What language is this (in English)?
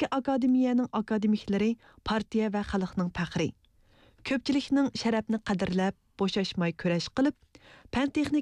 Uyghur